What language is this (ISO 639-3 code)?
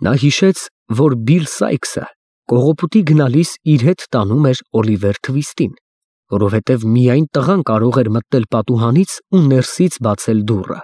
hye